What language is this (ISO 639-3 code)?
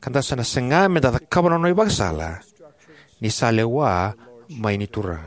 fij